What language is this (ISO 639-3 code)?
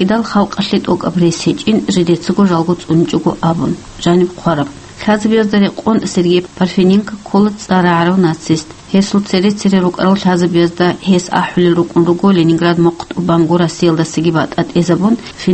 ava